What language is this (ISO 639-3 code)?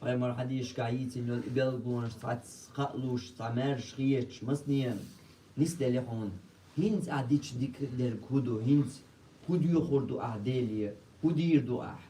che